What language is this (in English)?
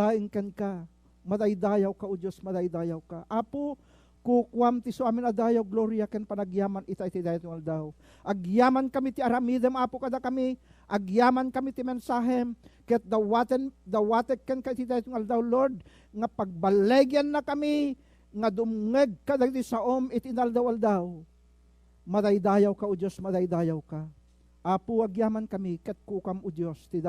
Iloko